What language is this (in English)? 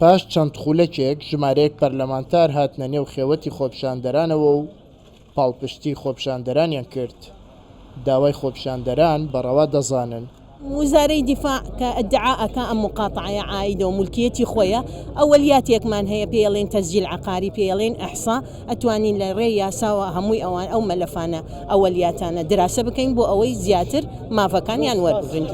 Central Kurdish